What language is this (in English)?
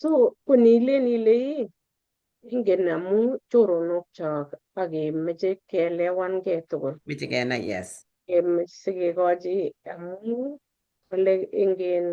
Kalenjin